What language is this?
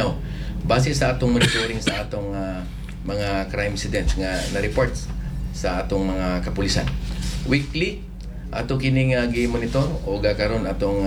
Cebuano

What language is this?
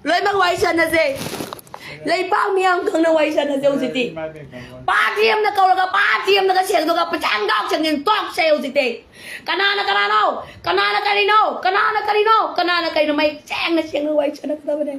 Manipuri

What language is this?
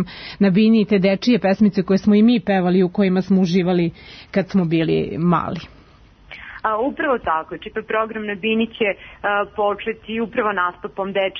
Serbian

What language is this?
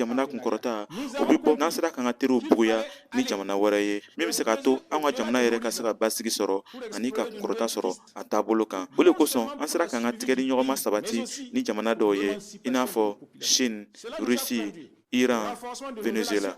Bambara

